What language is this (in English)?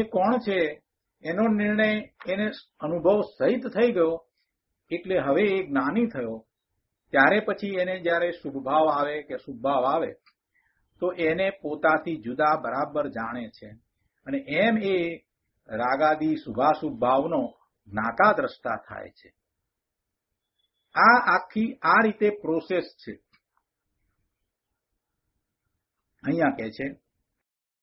Gujarati